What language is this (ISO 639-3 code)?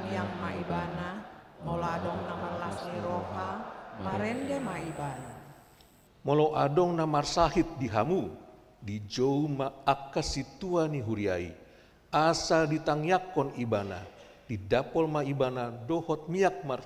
bbc